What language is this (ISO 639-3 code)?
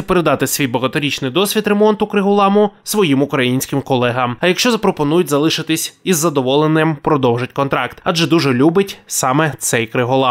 ukr